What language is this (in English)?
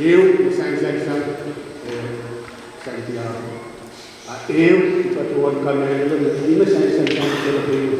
Pohnpeian